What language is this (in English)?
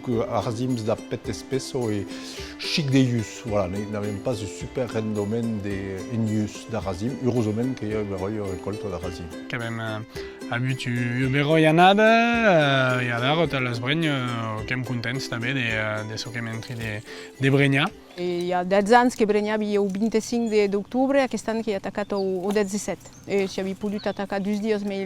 Occitan